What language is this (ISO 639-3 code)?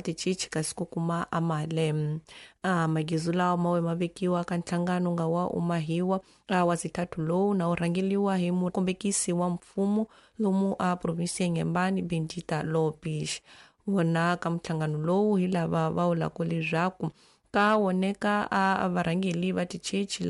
tso